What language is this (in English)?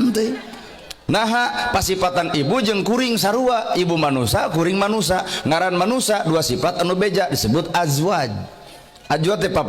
Sundanese